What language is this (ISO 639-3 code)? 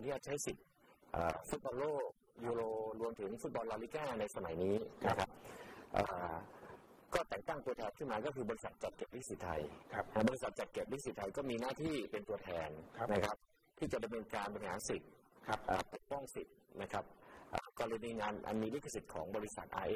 tha